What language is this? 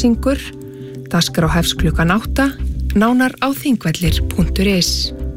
Icelandic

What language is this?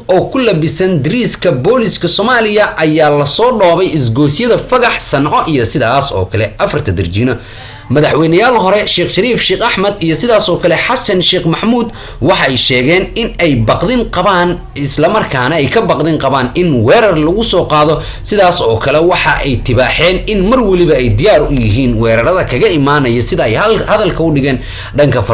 Somali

